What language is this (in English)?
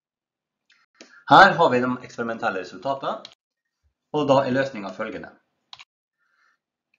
Norwegian